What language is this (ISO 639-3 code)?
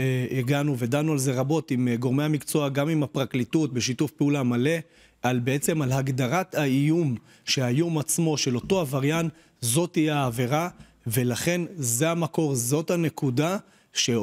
heb